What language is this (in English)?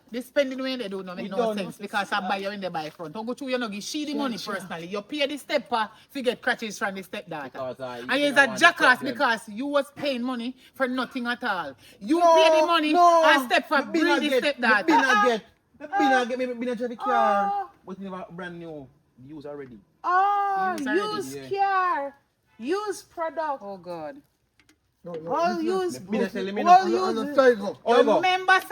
Jamaican Creole English